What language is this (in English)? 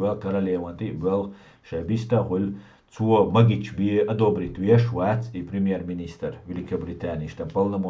Chechen